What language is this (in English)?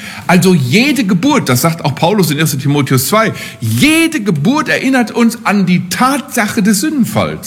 German